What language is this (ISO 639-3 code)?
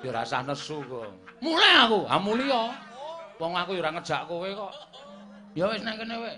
jav